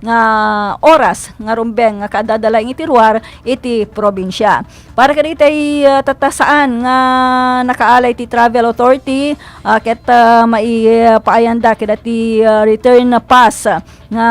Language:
Iloko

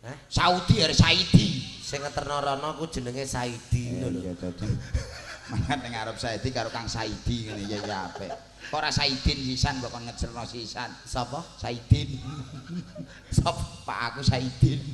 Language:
Javanese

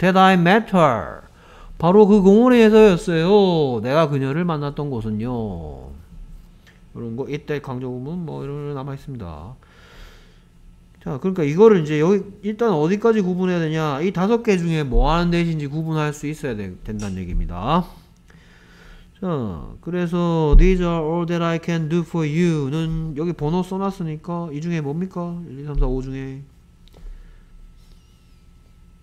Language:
Korean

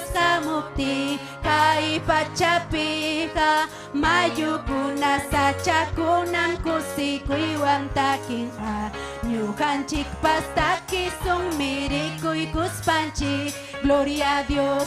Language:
Ayacucho Quechua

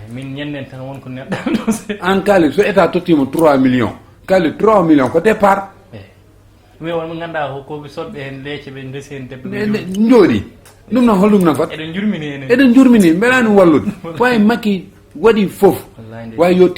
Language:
Fula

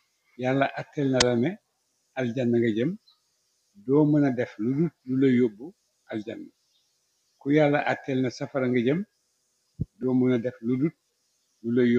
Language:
Wolof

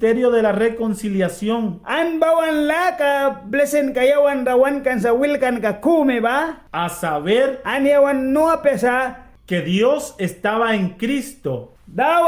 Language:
Mískito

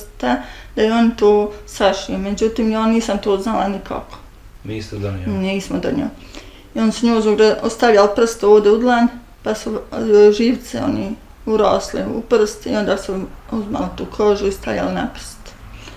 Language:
Bosnian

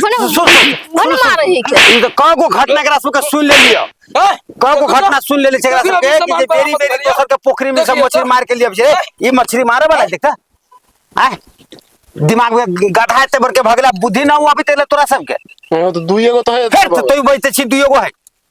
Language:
Maithili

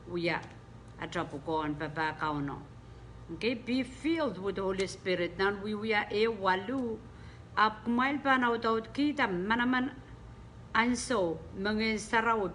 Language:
Pohnpeian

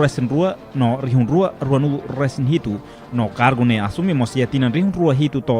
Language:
Tetum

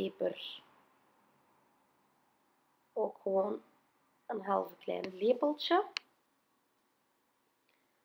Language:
Dutch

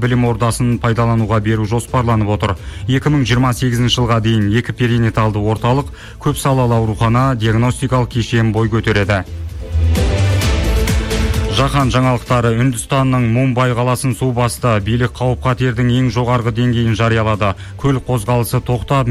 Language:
Kazakh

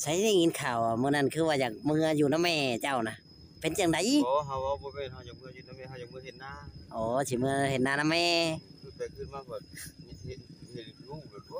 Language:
Northeastern Thai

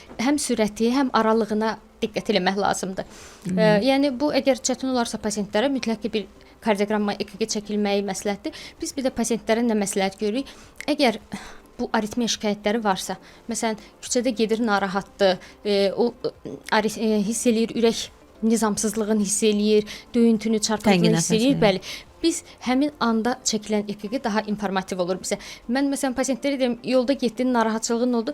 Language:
Azerbaijani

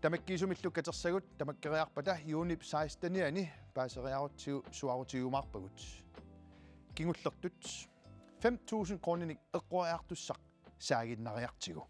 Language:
Kalaallisut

